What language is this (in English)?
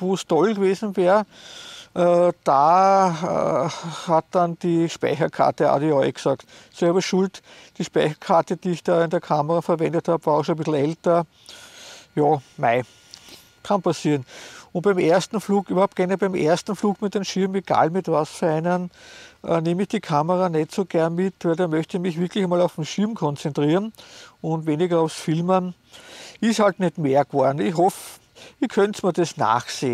German